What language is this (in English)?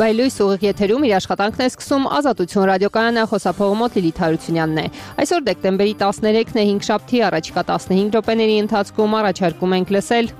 Armenian